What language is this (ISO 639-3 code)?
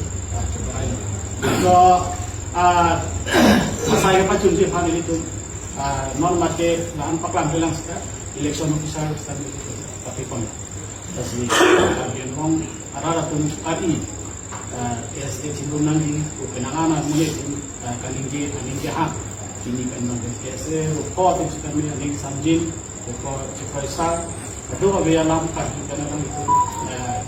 mjw